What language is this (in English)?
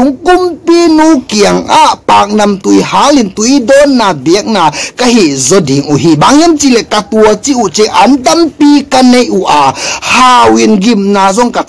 Tedim Chin